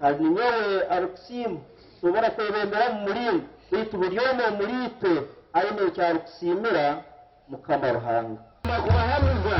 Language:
Nyankole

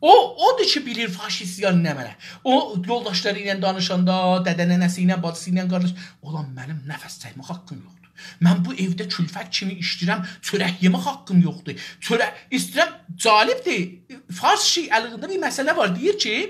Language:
South Azerbaijani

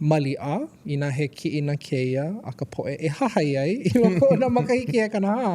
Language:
Hawaiian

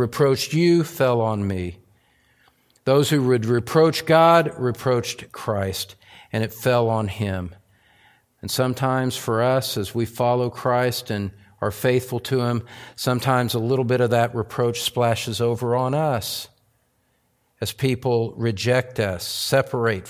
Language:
English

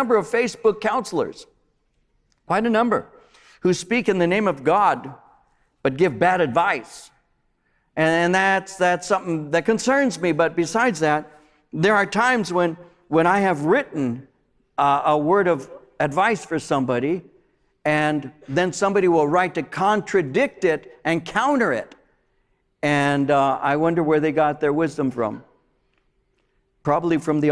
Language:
English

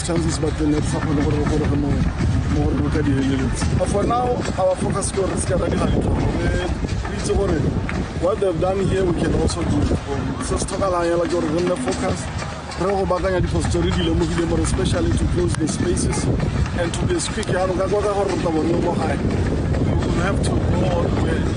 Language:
Tswana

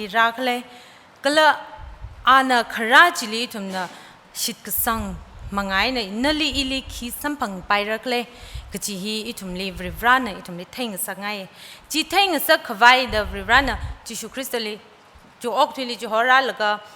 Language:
Tangkhul Naga (India)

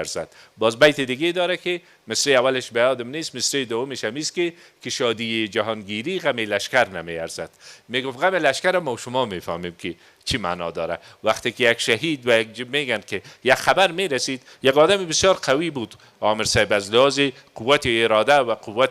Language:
Persian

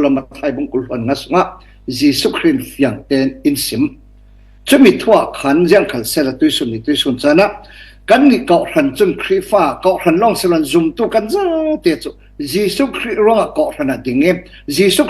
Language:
Falam Chin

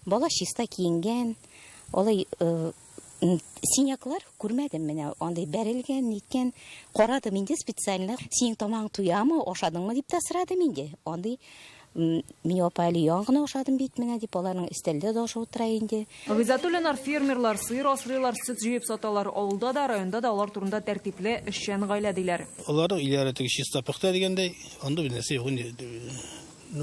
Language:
Tatar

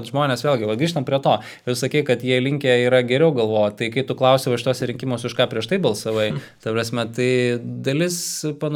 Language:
Lithuanian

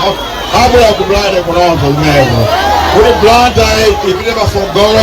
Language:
Nyanja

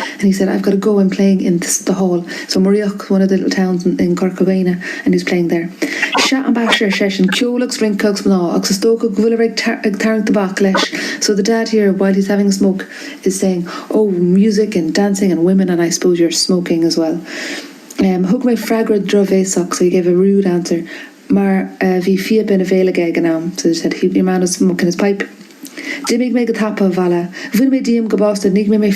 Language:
Irish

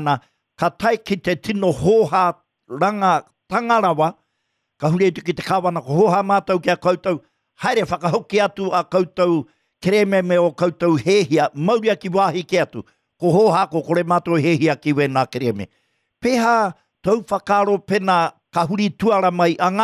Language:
Māori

